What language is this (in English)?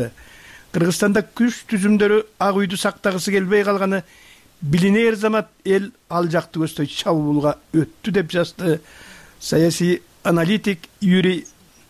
Kyrgyz